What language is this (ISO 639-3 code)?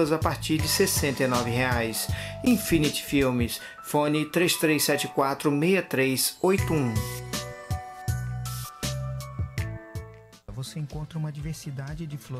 por